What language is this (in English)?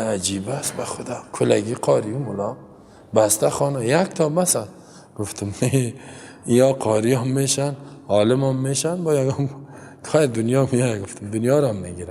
Persian